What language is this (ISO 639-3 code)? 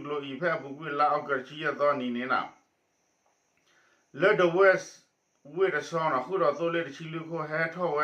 ksw